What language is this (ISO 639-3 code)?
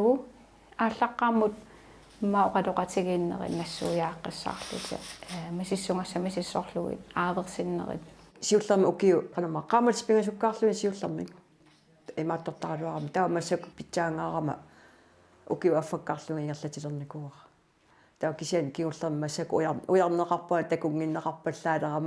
kal